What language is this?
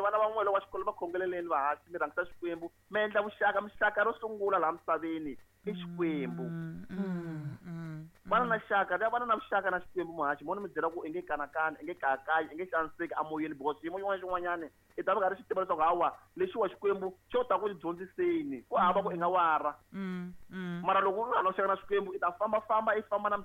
Tsonga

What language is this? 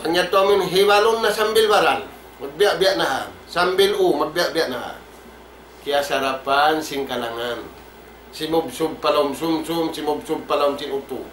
Tausug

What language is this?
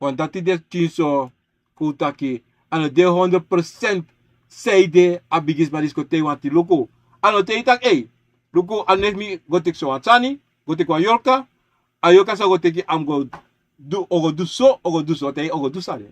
Sranan Tongo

